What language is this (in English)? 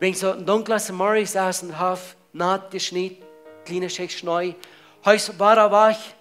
Plautdietsch